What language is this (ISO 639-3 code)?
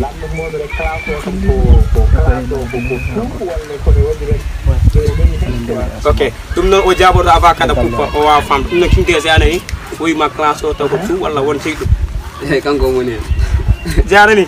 fuf